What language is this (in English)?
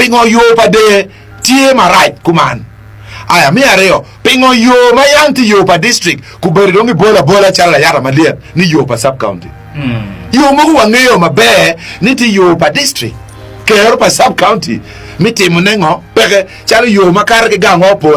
Acoli